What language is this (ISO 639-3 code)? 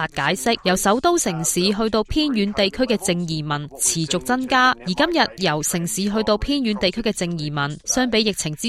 yue